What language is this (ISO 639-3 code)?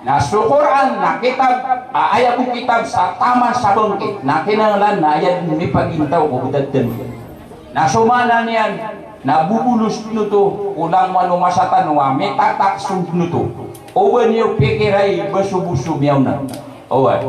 mrw